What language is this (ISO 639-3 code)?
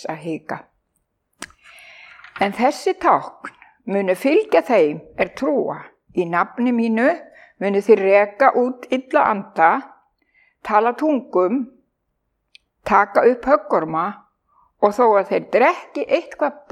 isl